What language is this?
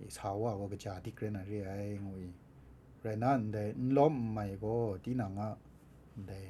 Kachin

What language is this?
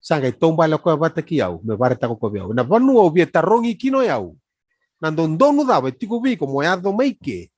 Fijian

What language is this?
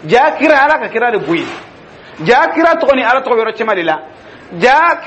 Dyula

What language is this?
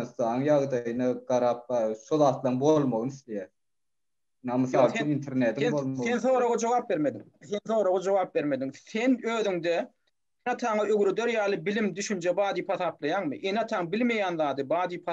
Turkmen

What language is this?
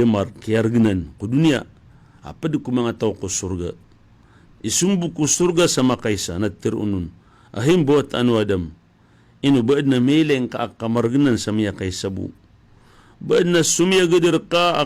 Maranao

